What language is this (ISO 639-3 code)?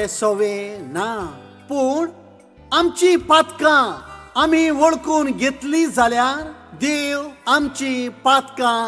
kok